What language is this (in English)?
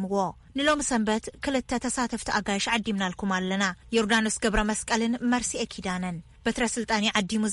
Tigrinya